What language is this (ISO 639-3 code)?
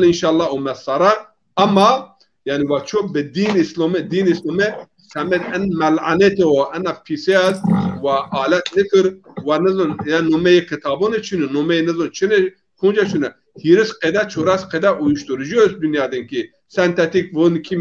zza